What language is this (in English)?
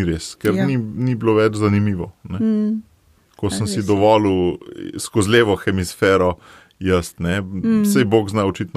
Slovenian